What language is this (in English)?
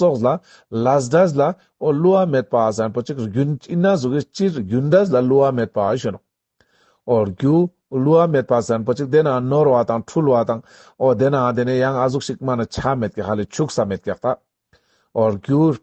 Ladakhi